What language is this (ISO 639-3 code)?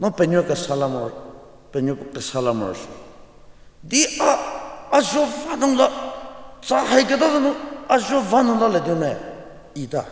njm